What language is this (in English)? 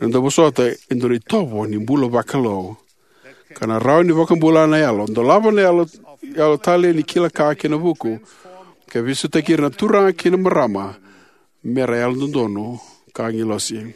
Fijian